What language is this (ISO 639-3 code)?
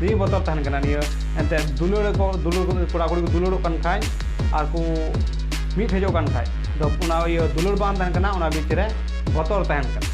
sat